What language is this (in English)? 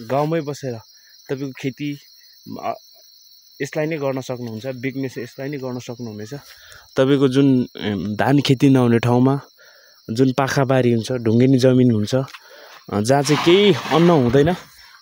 Nepali